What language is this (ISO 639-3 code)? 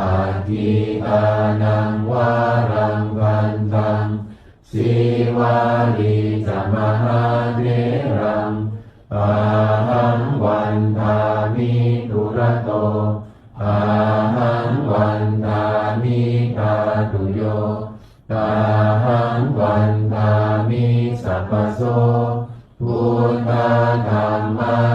pli